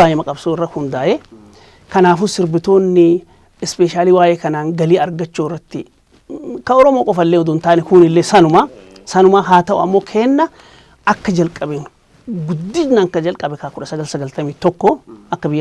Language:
Oromo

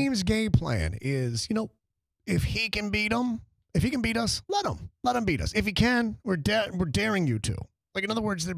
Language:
English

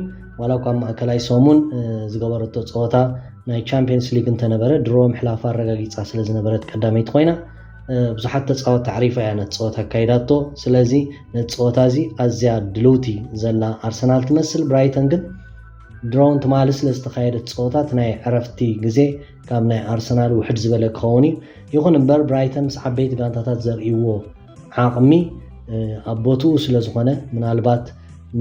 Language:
Tigrinya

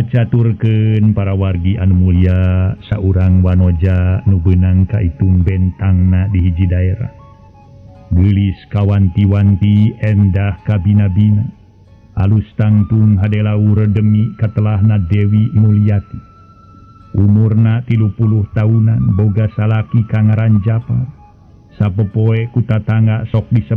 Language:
Sundanese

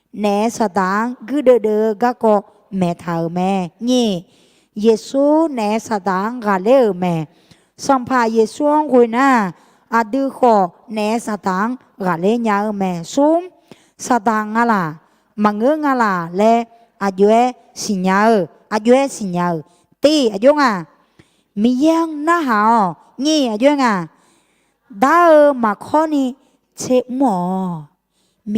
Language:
Akha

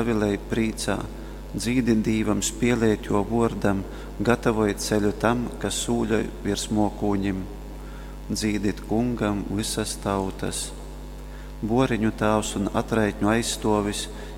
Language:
Latgalian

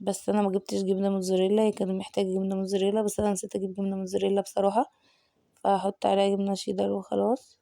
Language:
Egyptian Arabic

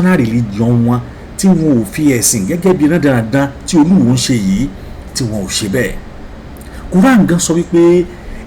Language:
Yoruba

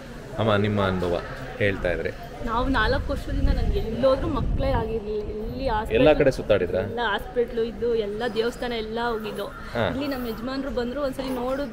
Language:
Kannada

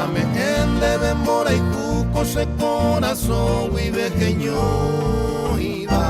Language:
Guarani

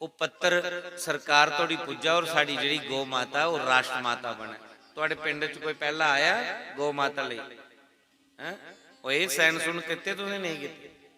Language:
Dogri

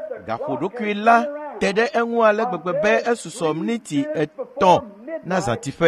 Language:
Ewe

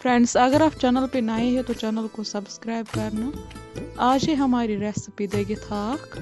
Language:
Kashmiri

